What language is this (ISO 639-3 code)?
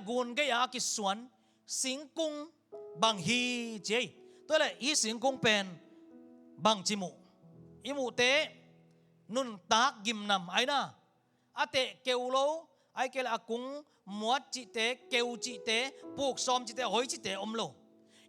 ctd